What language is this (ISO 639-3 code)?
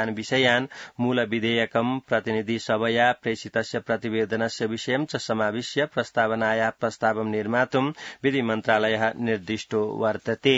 san